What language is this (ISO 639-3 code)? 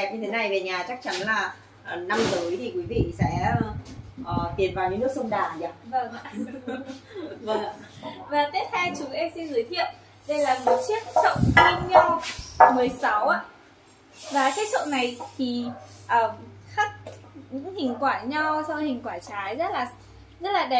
vie